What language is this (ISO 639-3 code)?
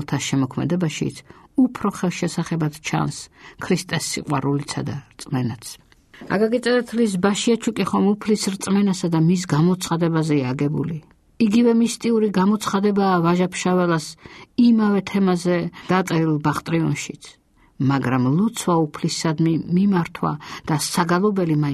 kat